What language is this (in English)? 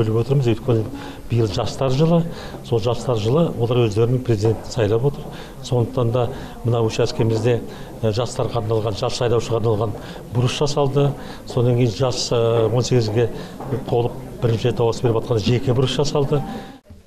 Kazakh